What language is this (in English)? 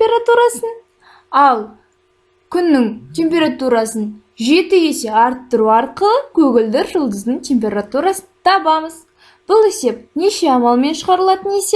Kazakh